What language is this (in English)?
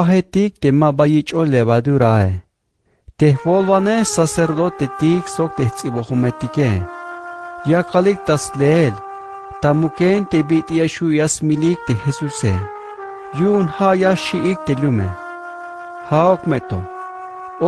Tzeltal